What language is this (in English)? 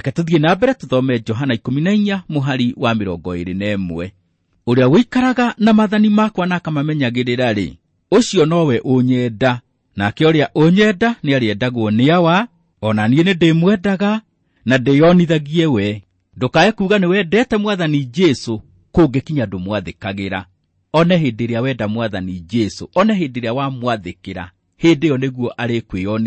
Kikuyu